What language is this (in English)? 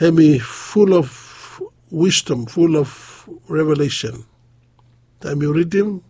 Bislama